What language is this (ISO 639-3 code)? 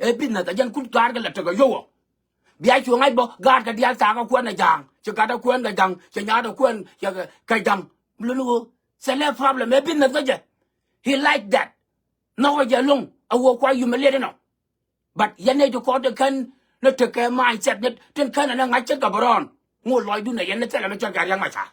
nus